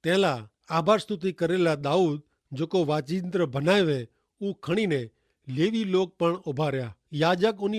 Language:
Kachhi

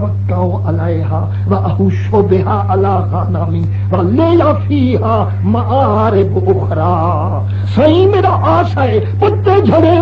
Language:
Saraiki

